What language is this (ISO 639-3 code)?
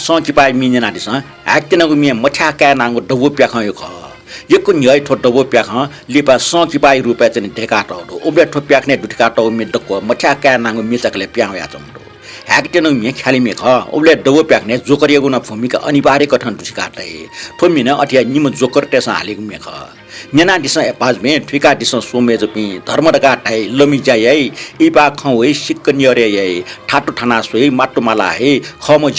new